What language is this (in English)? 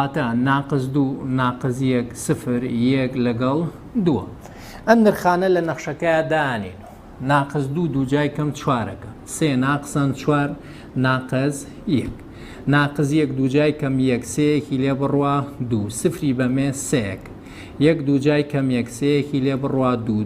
Central Kurdish